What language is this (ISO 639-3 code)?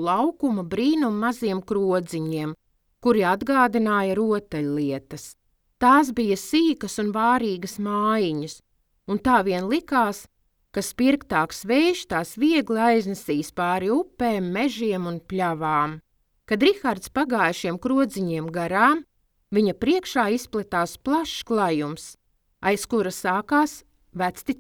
lav